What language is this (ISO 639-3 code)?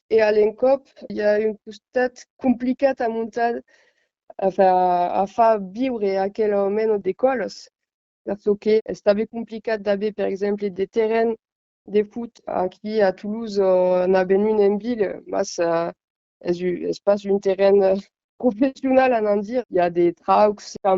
oci